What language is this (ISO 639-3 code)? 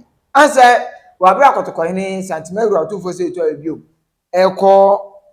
aka